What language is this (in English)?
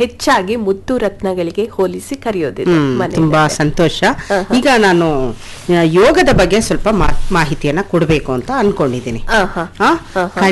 Kannada